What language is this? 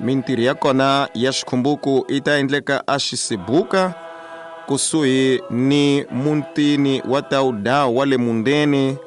Tsonga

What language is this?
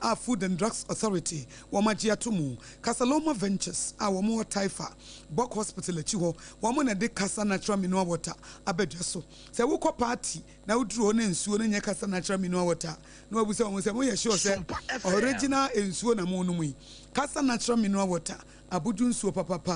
Akan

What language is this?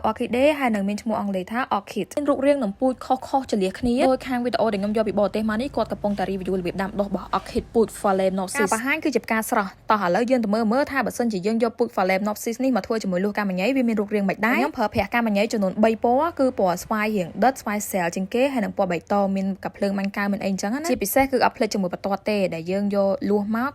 Khmer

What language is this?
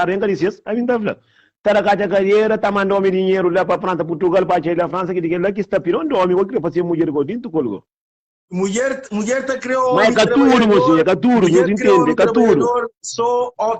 Kabuverdianu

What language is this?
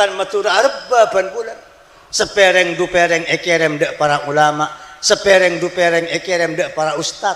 Madurese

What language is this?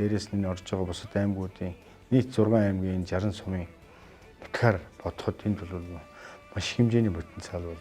Mongolian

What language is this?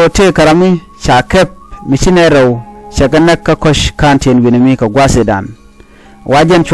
Nuer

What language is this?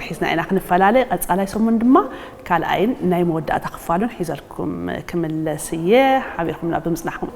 Tigrinya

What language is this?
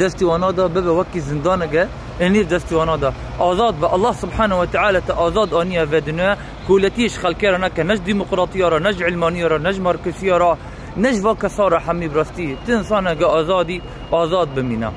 Kurdish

